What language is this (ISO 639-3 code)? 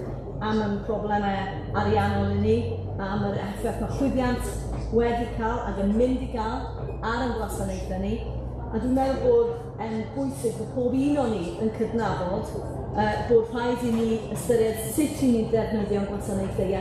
cym